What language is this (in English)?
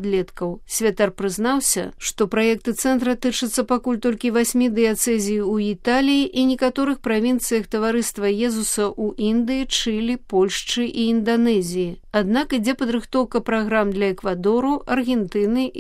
Belarusian